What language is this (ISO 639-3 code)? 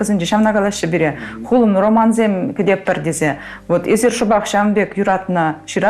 chv